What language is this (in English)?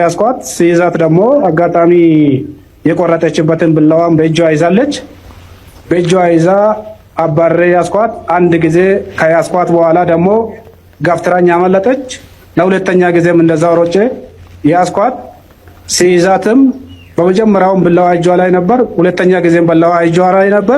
Amharic